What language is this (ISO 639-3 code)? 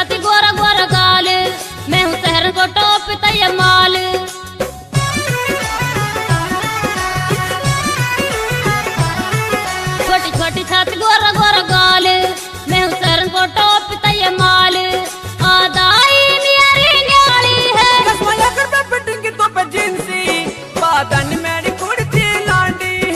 bgc